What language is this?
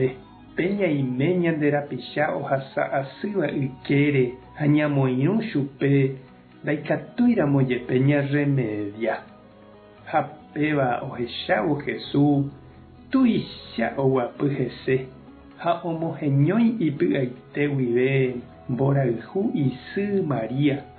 Guarani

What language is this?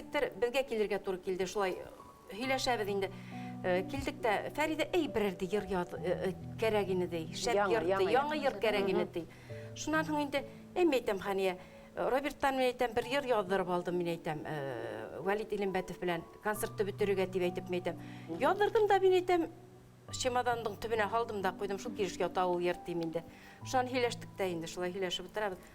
Bashkir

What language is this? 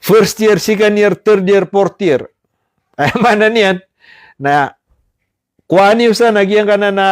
Maranao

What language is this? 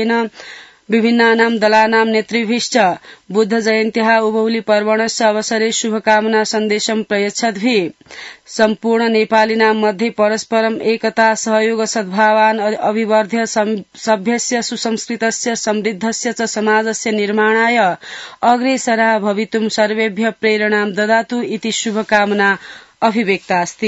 Sanskrit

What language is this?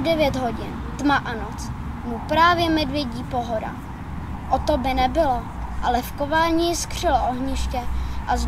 Czech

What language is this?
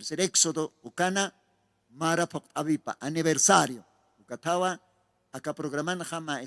Aymara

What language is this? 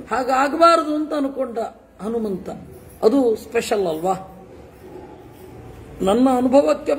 Kannada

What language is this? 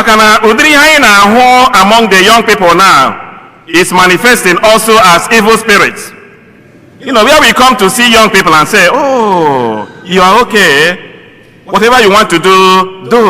Igbo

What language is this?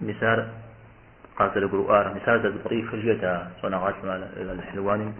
Kabardian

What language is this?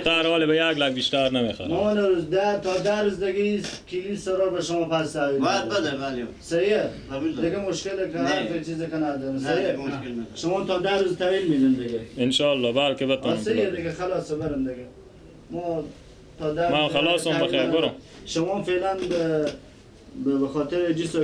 Persian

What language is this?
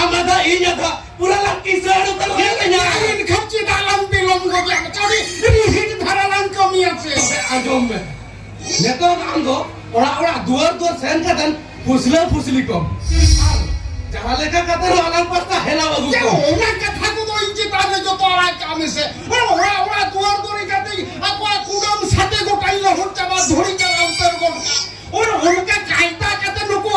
Santali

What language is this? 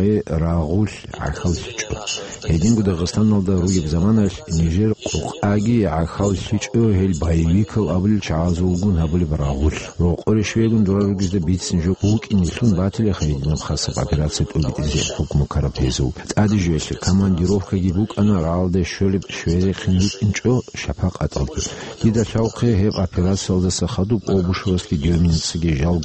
Avaric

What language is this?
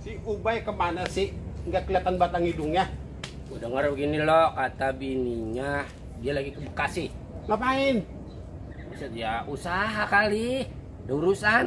Betawi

